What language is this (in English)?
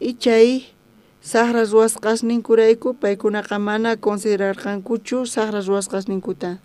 South Bolivian Quechua